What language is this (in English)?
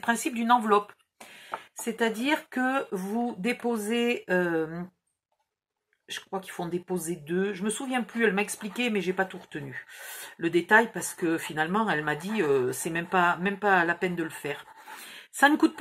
French